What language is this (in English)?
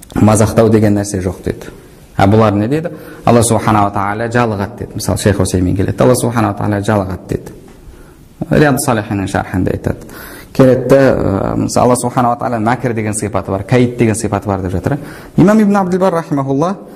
Kazakh